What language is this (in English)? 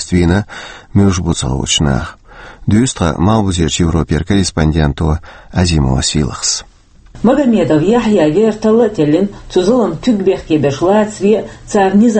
Chechen